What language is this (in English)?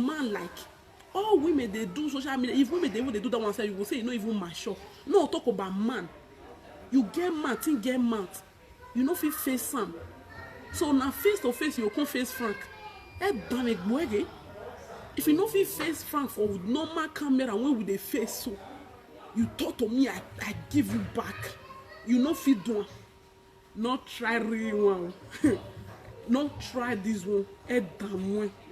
Nigerian Pidgin